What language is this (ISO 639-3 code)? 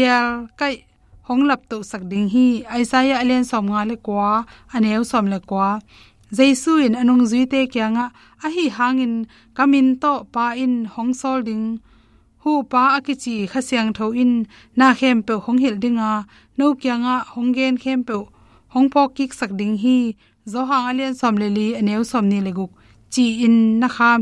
ctd